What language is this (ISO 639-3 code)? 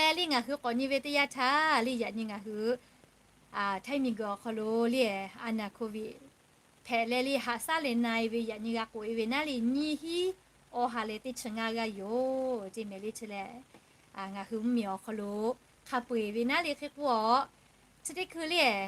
lhu